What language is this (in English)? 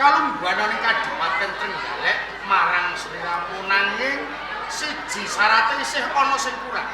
Javanese